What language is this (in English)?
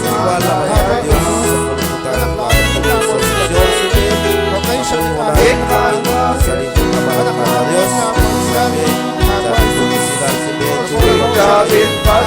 Kekchí